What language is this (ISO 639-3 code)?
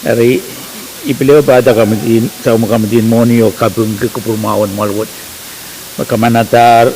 pon